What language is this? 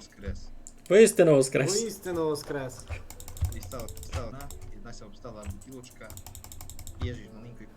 Rusyn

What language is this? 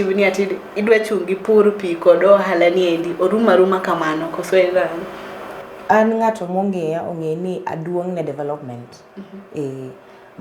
Luo (Kenya and Tanzania)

